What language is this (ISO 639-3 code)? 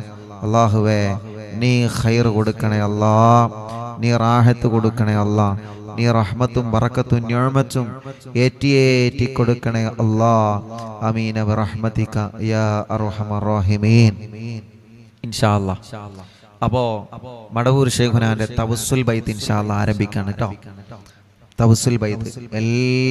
mal